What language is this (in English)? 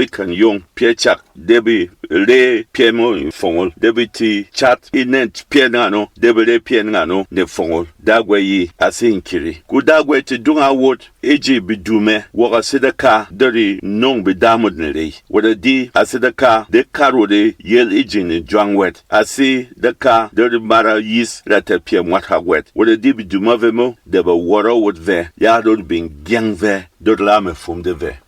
Berom